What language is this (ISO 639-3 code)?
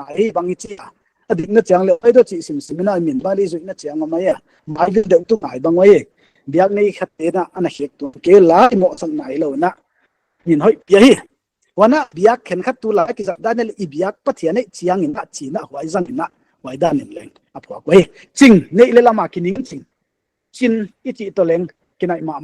pck